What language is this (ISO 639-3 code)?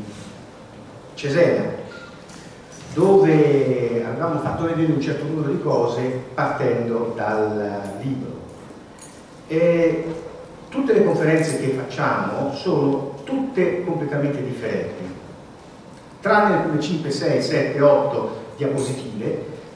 ita